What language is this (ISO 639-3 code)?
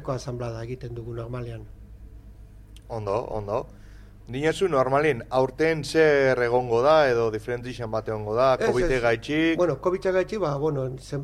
eus